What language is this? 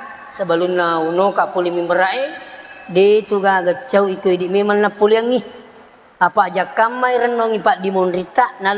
Buginese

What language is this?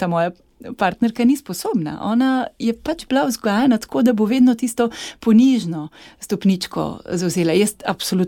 Slovenian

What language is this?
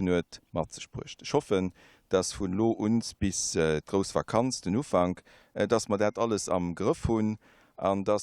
Luxembourgish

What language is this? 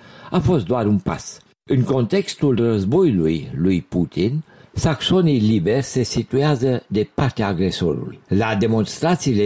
Romanian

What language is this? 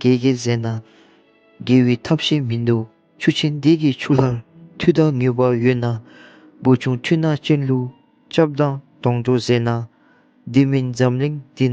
Dzongkha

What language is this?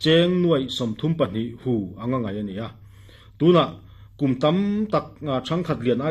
Mizo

